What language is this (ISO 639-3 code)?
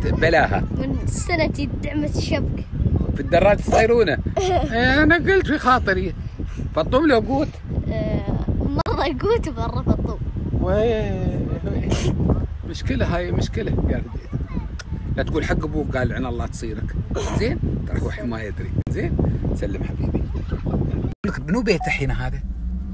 afb